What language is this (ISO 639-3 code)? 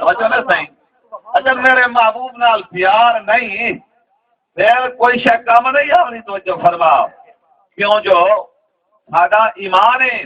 skr